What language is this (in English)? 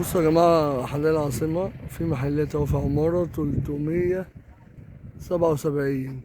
Egyptian Arabic